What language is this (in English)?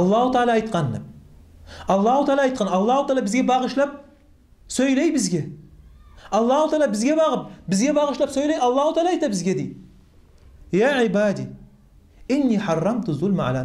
Kumyk